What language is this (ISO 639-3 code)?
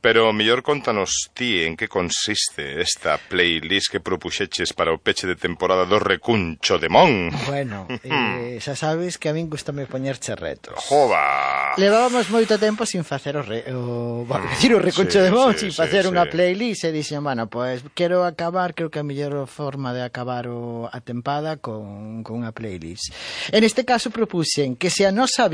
glg